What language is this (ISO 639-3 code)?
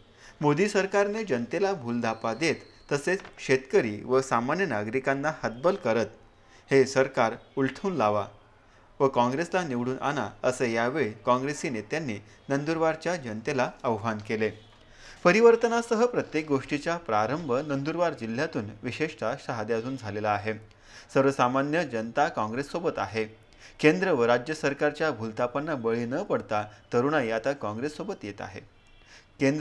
mar